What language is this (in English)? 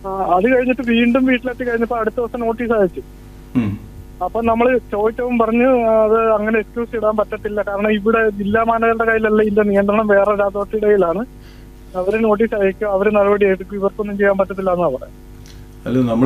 Malayalam